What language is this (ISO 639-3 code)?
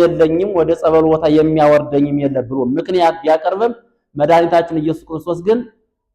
amh